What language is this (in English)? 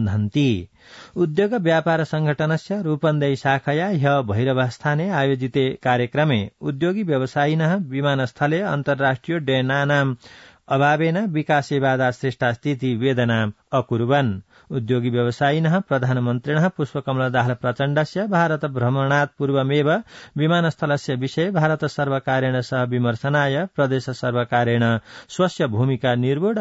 Sanskrit